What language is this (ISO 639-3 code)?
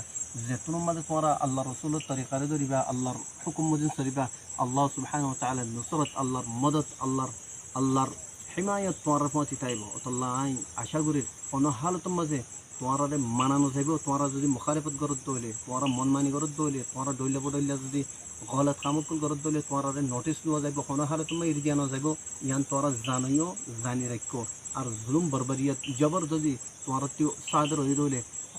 rhg